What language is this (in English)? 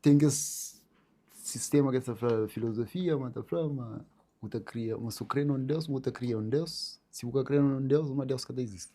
Kabuverdianu